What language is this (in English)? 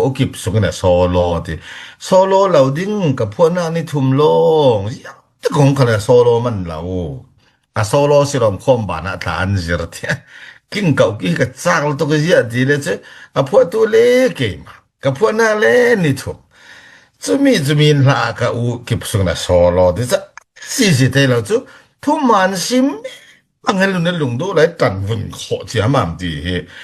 Falam Chin